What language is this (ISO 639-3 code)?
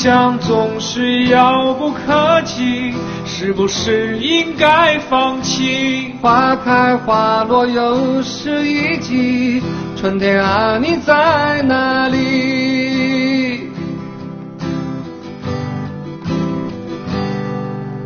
zho